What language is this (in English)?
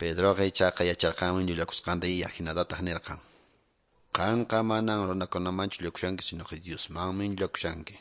Quechua